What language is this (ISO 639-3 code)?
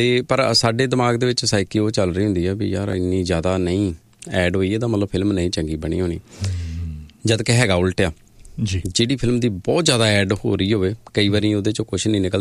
pan